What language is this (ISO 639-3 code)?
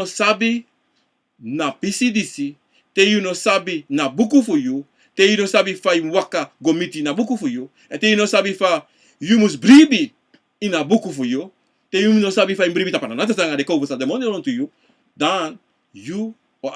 srn